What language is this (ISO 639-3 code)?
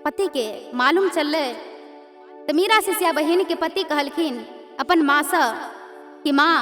mai